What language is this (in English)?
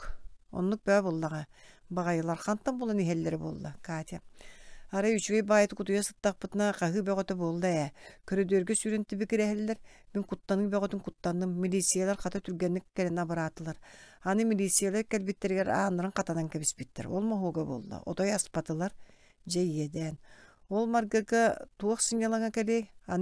Yakut